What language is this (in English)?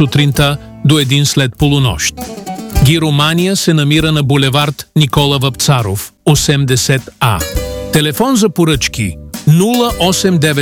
Bulgarian